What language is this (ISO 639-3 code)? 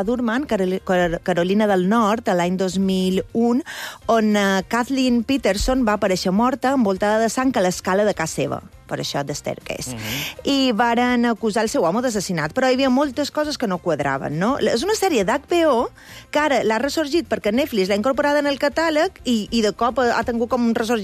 cat